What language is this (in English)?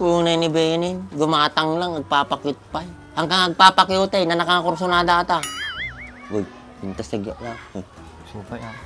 Iloko